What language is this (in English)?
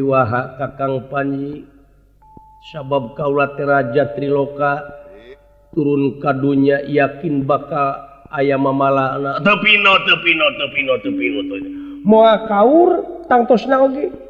Sundanese